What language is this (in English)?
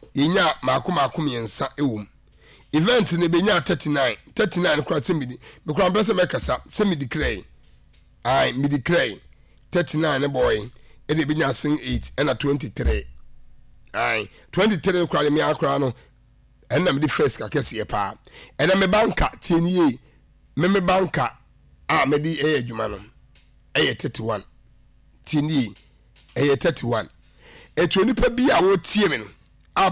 Akan